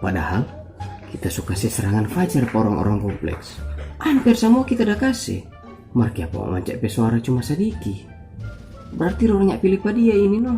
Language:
Manado Malay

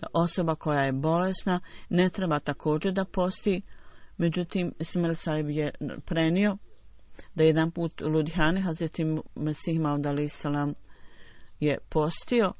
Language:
Bosnian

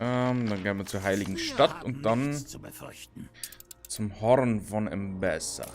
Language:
Bavarian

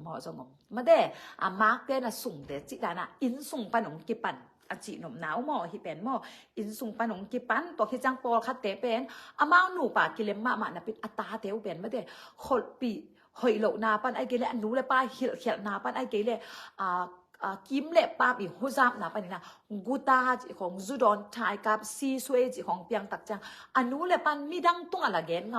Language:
Tedim Chin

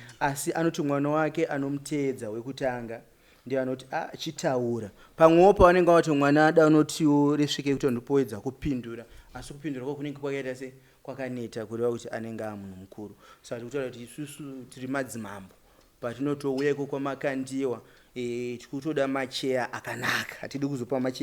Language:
Shona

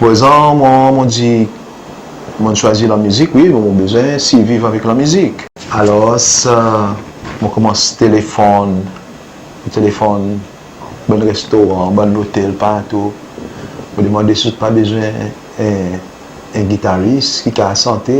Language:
Seselwa Creole French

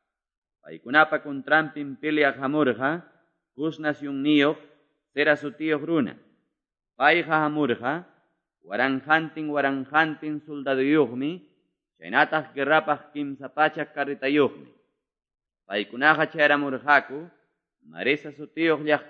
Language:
Quechua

